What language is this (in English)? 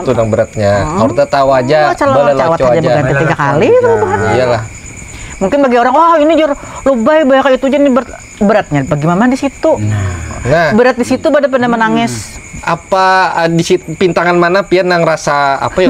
Banjar